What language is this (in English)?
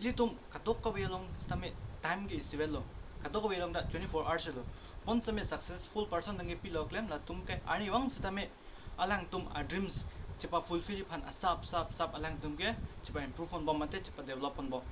Karbi